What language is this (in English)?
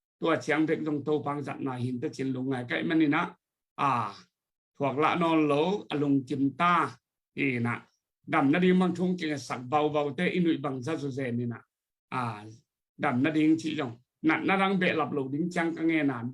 Tedim Chin